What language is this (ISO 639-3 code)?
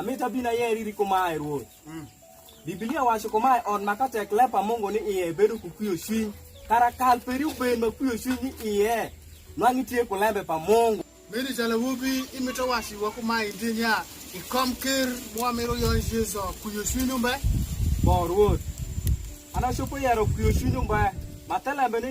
alz